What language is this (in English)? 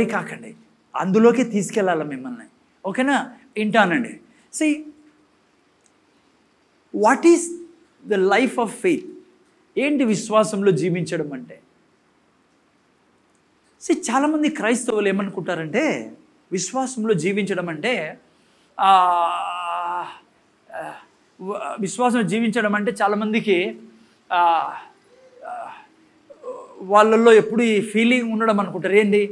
Telugu